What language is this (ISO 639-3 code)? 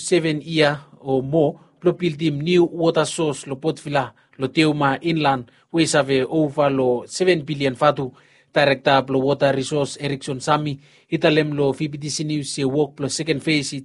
bis